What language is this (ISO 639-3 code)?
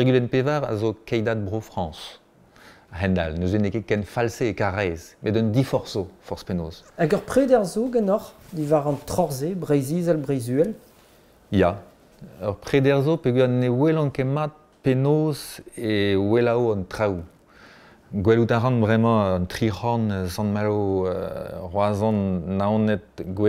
bre